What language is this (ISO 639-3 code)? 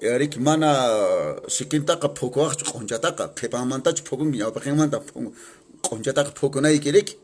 que